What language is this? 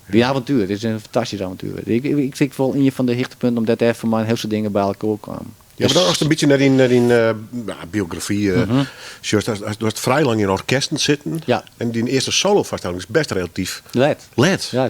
Western Frisian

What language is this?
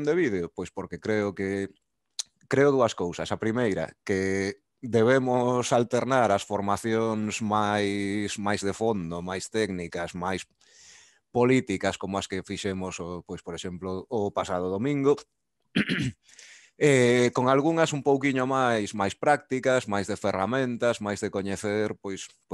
Galician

